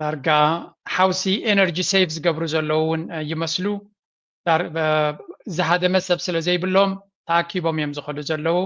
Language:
Tigrinya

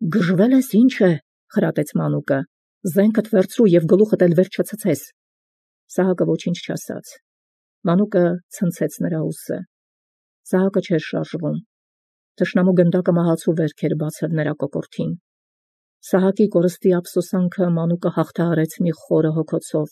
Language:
Armenian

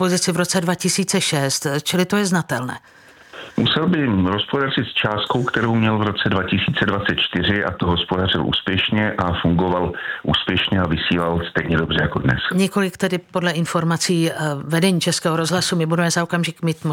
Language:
Czech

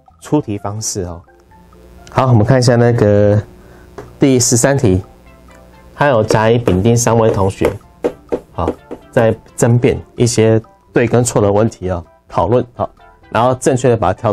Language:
Chinese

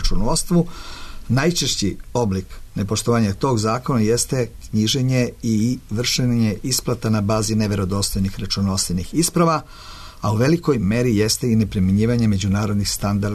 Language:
Serbian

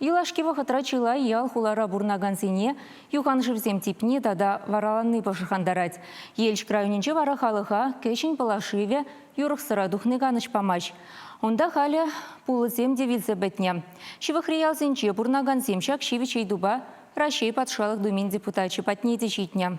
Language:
Chuvash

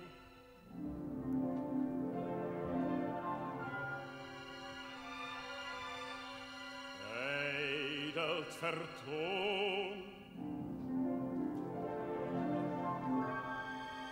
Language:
Dutch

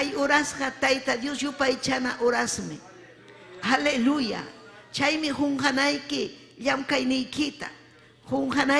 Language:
Ayacucho Quechua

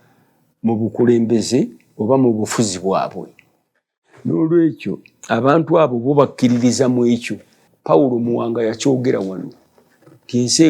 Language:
Ganda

